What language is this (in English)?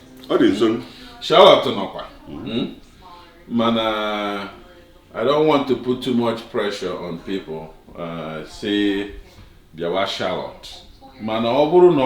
Igbo